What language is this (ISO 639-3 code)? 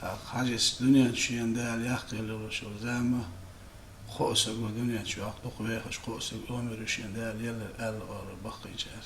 che